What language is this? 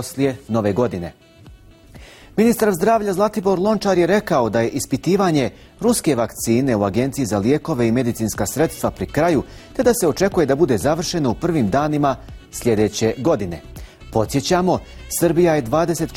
Bosnian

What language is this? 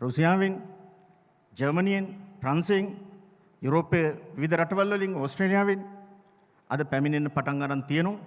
Sinhala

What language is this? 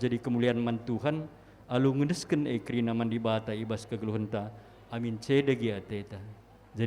Batak Karo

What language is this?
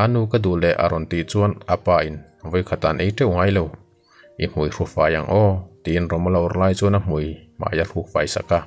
Mizo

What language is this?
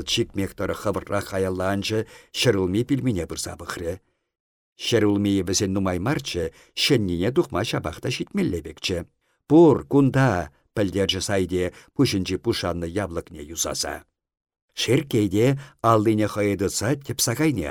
Chuvash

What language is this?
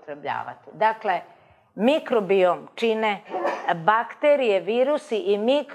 Serbian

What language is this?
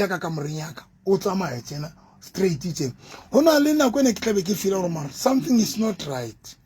Southern Sotho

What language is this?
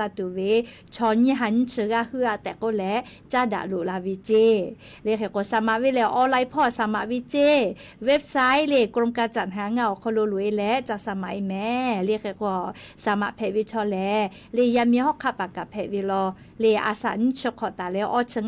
Lahu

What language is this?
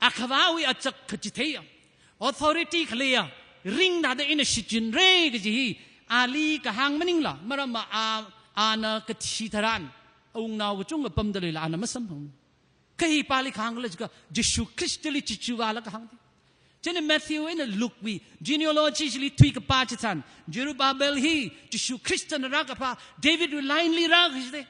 Tangkhul Naga (India)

